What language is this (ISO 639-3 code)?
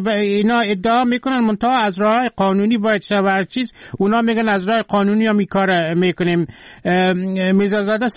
fas